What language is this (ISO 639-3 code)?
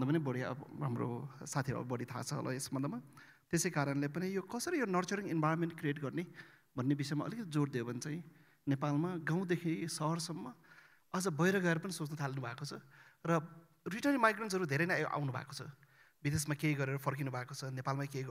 nep